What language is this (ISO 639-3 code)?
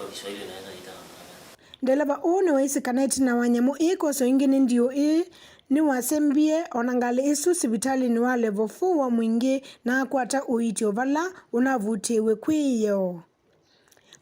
kam